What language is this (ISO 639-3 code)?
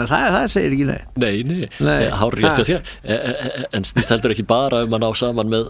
isl